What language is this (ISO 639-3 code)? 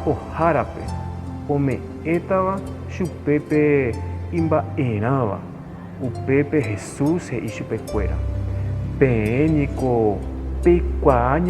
grn